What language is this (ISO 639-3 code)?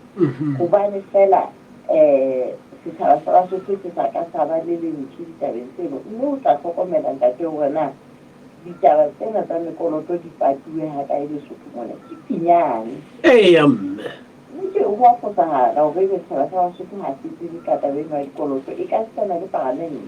sot